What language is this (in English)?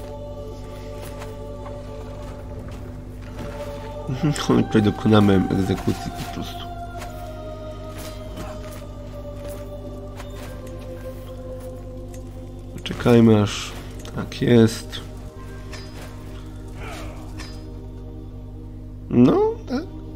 Polish